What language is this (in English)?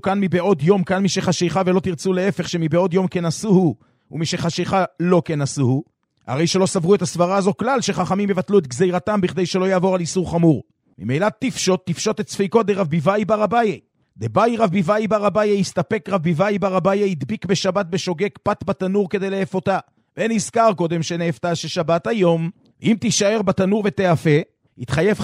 Hebrew